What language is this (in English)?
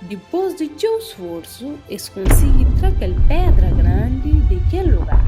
Kabuverdianu